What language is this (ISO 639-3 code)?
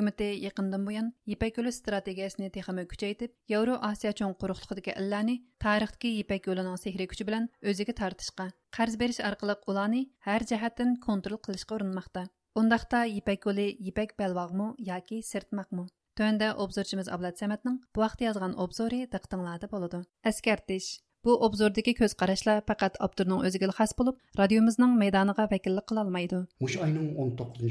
uig